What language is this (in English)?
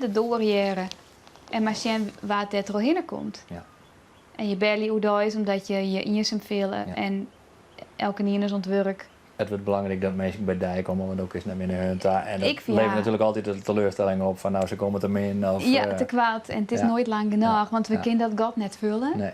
Western Frisian